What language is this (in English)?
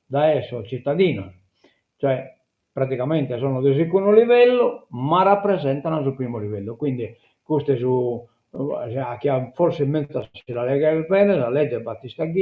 Sardinian